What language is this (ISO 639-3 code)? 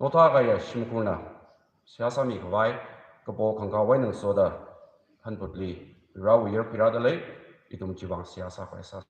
nmf